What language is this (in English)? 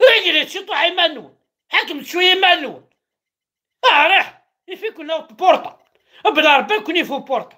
Kabyle